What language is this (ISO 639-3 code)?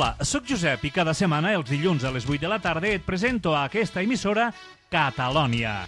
cat